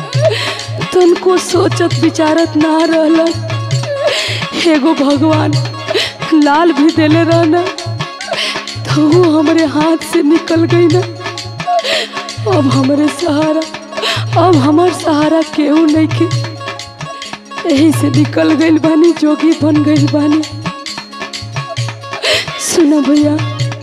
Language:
Bhojpuri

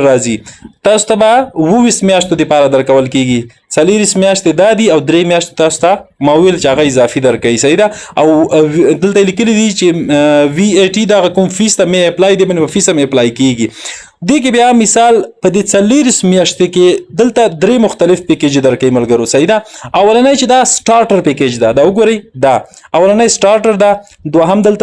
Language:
Pashto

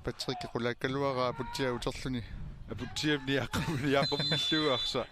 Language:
Kalaallisut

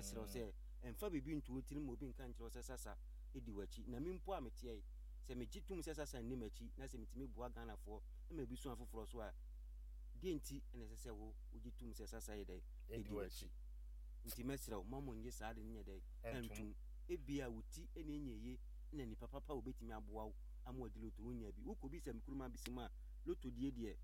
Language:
Akan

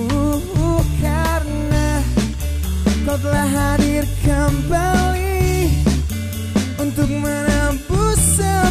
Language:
Indonesian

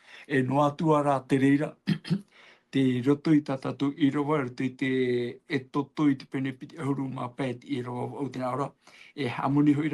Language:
Tahitian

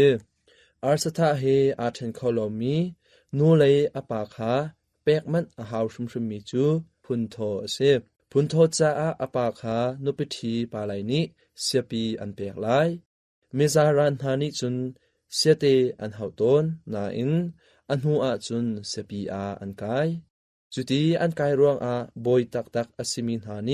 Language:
Hakha Chin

